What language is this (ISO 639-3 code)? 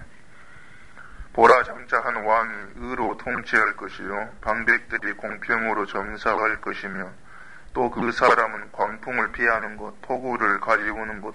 kor